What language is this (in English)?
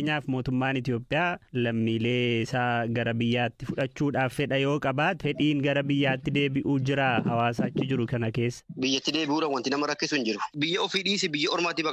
Oromo